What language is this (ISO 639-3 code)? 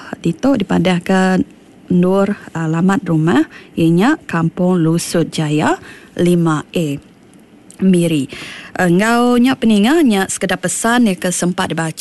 iba